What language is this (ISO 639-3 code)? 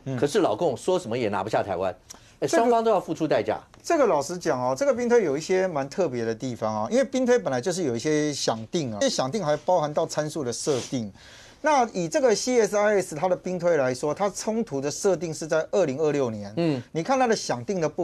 zho